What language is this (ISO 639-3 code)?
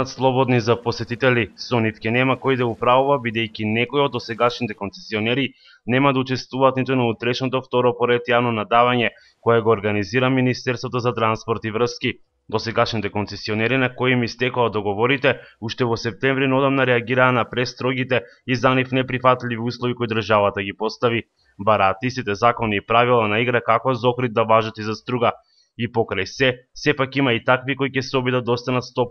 mkd